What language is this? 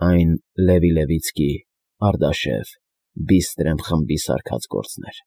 Armenian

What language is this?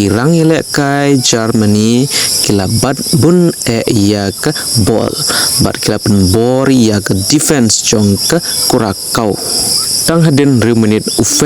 Khasi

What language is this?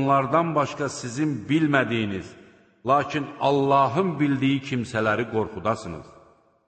Azerbaijani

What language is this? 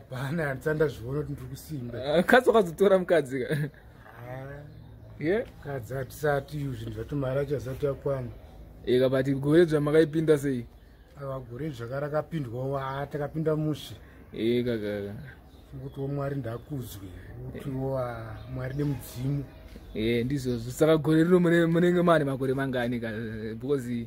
Shona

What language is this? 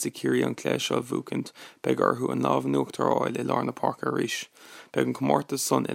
Irish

